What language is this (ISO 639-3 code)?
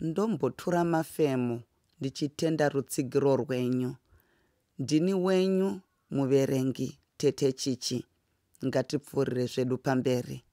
sna